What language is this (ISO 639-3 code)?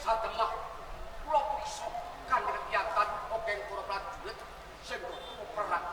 jav